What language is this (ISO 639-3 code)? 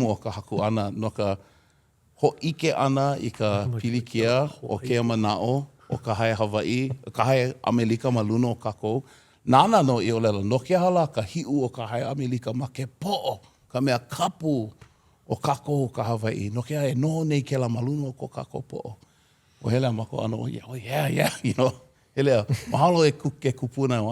haw